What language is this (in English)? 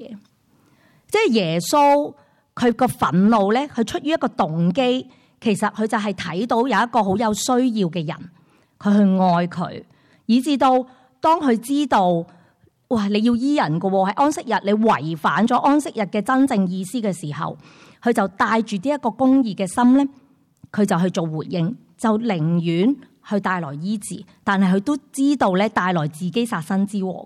Cantonese